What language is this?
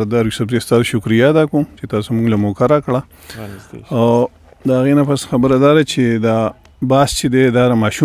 Pashto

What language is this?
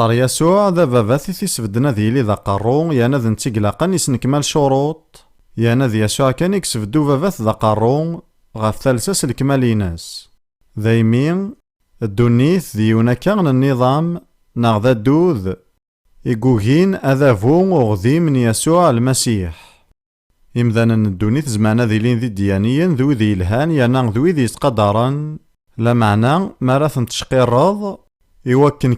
Kabyle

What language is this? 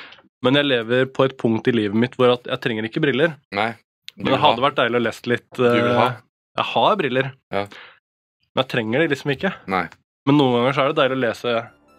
Norwegian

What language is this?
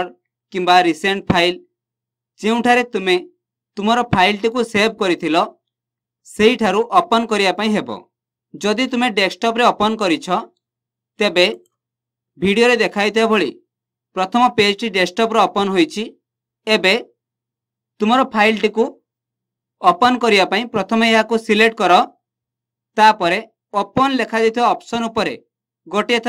Odia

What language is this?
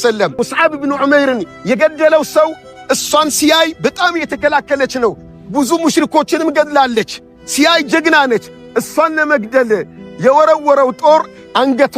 Amharic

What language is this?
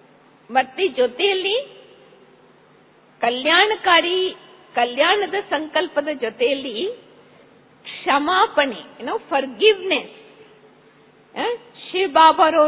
Kannada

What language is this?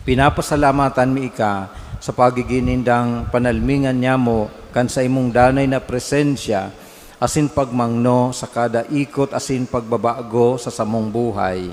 Bikol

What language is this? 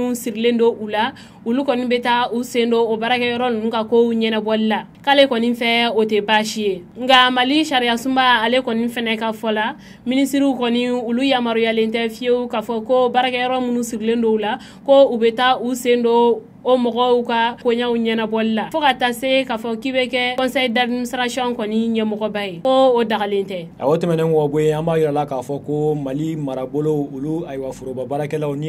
Bambara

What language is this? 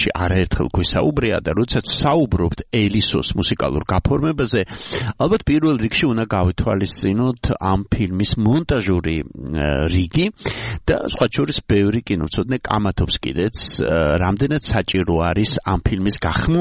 Georgian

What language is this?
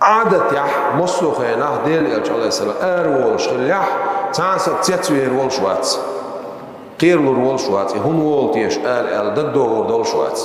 Chechen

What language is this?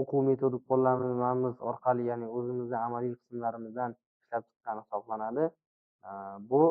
Uzbek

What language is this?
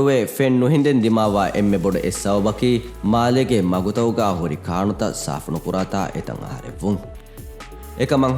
Divehi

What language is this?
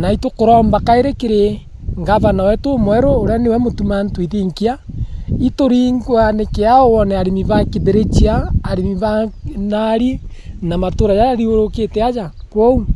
Meru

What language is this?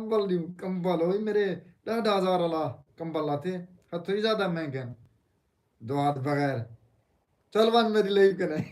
Saraiki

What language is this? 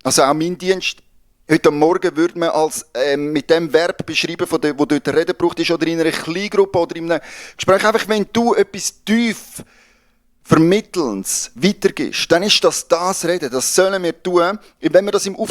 Swiss German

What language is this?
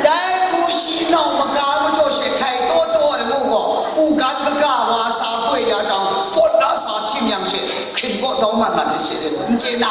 Kachin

